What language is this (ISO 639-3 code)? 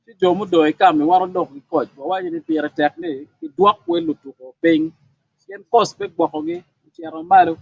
ach